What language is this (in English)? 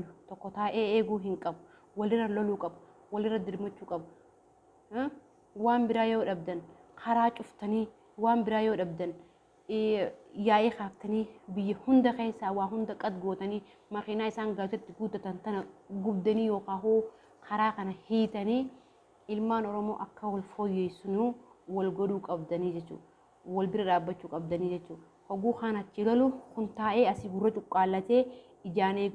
Oromo